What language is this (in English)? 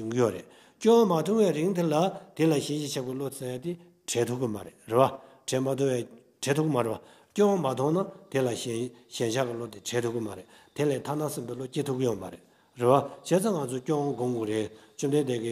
Tibetan